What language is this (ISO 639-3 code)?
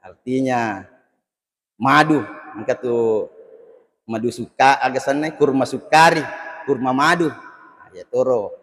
bug